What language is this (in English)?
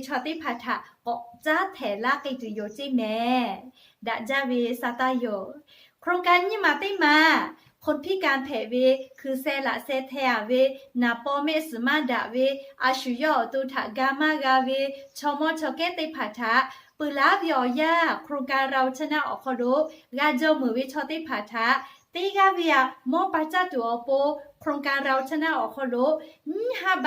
Lahu